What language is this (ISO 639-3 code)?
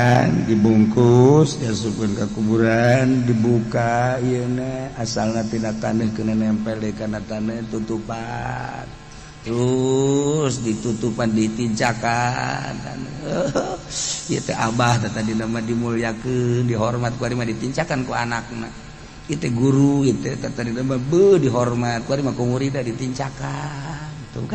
sun